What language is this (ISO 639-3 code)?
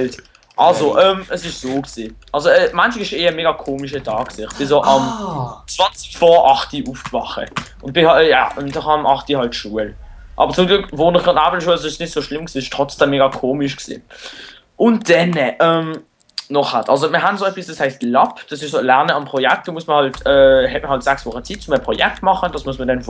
gsw